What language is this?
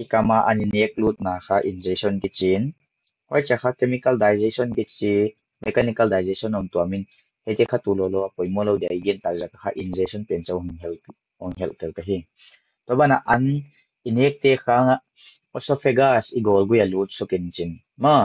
Paite Chin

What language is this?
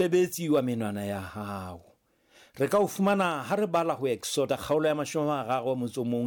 Southern Sotho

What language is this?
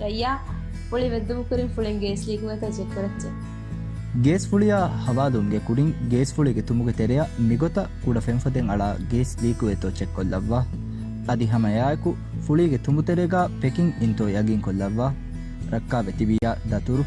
Divehi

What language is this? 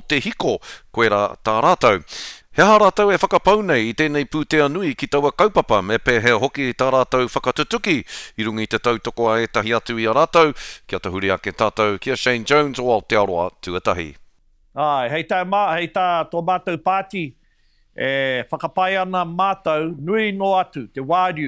Māori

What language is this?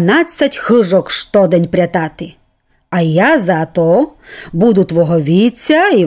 Rusyn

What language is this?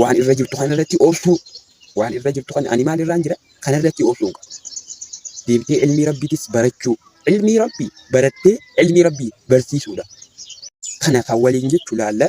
Oromo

